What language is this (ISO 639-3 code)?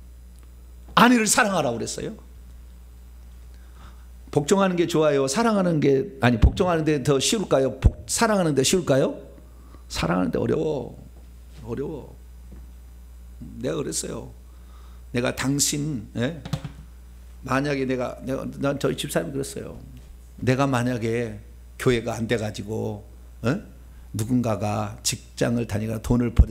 kor